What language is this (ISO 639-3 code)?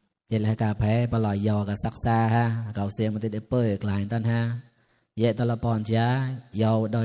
mnw